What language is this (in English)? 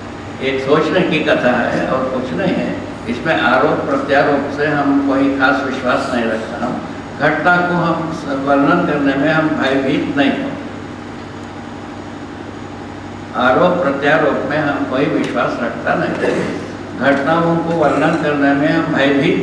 Hindi